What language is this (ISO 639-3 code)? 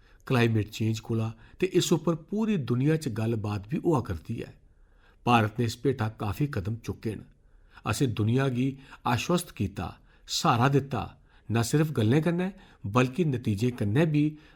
doi